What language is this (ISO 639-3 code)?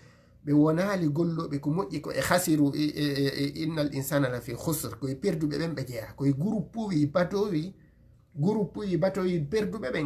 ful